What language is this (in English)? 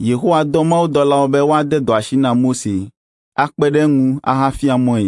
Ewe